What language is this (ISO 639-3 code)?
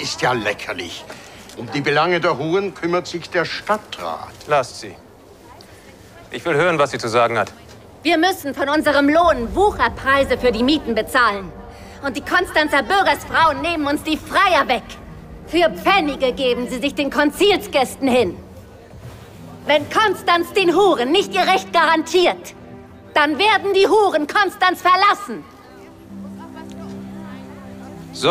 deu